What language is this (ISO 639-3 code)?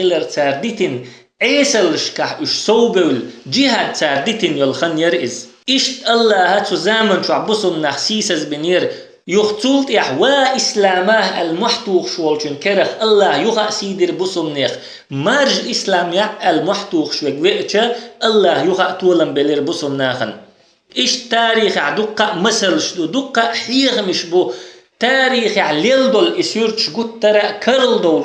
che